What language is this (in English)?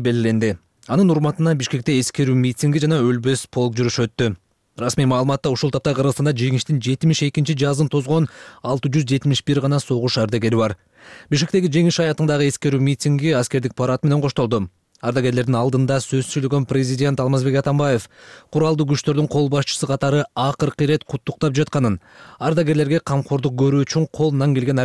Kyrgyz